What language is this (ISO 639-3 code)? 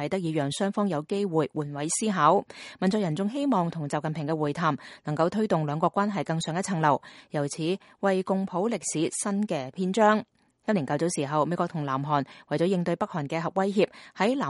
yue